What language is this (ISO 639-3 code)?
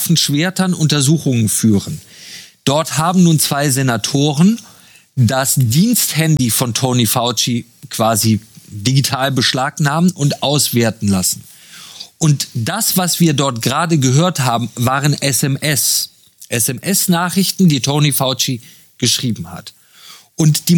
deu